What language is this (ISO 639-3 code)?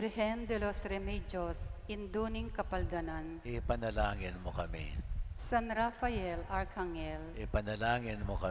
pam